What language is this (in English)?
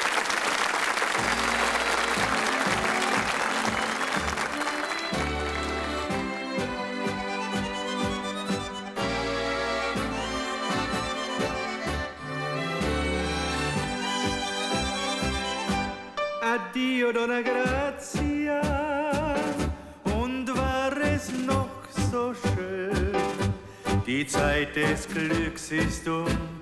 German